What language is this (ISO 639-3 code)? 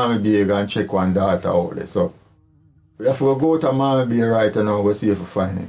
jam